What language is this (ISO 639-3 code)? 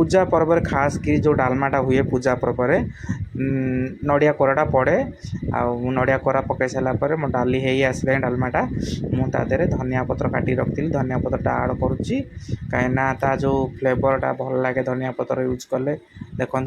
ori